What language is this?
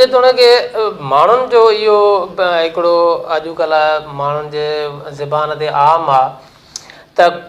Sindhi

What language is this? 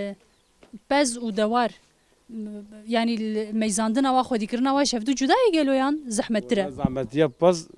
Kurdish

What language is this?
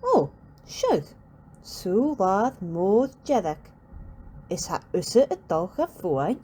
Scottish Gaelic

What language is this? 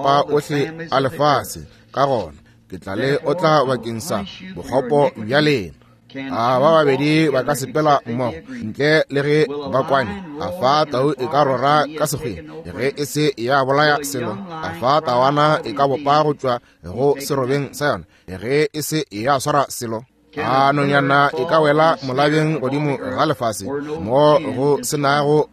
Northern Sotho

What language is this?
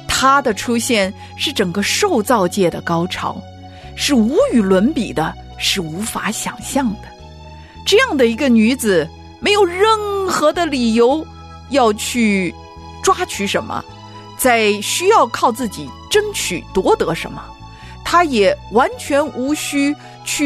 Chinese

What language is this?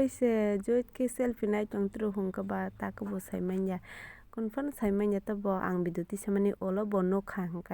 Kok Borok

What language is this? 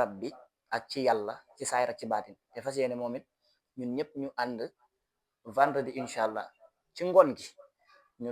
Wolof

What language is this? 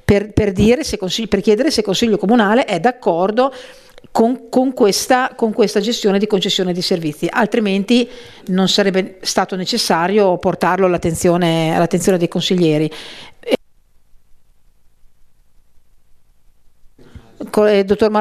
Italian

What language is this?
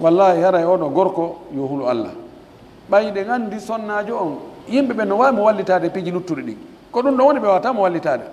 Pular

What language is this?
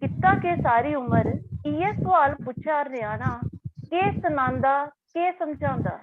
Dogri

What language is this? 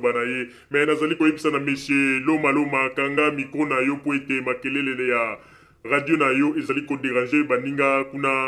Lingala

